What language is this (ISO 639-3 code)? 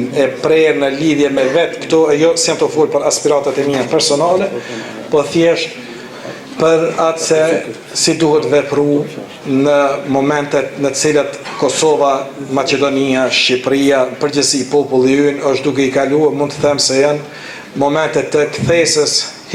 sqi